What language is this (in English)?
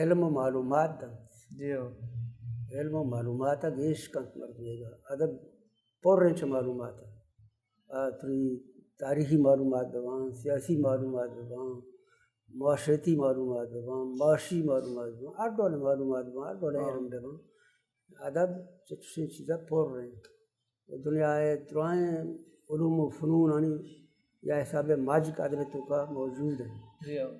Baluchi